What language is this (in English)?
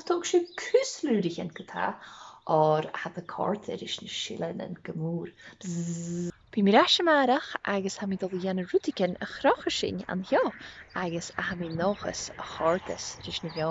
Scottish Gaelic